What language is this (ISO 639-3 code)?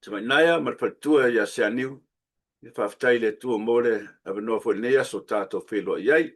smo